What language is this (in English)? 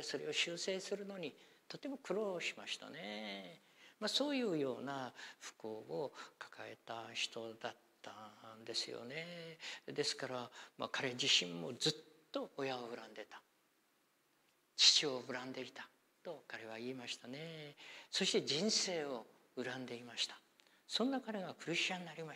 Japanese